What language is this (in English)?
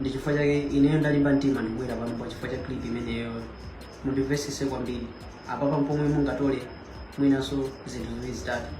Nyanja